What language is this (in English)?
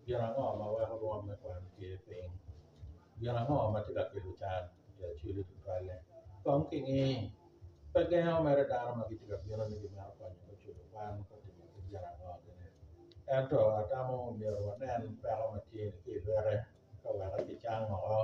Acoli